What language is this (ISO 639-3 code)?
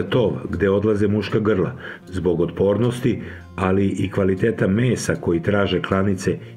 srp